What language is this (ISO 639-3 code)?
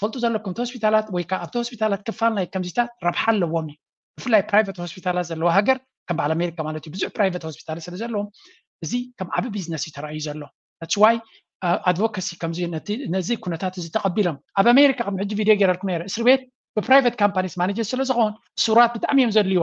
tir